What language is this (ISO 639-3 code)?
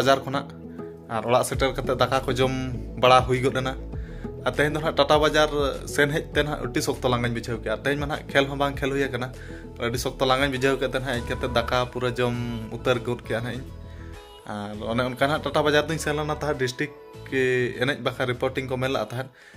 sat